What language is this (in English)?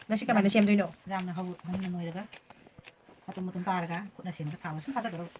Manipuri